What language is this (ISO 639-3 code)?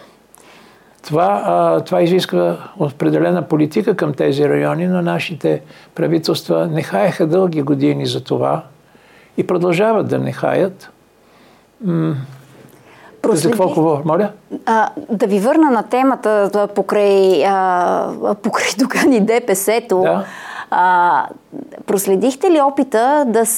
bul